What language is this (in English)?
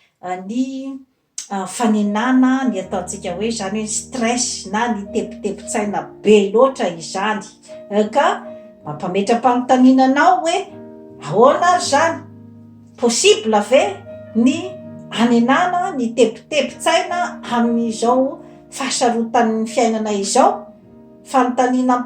Malagasy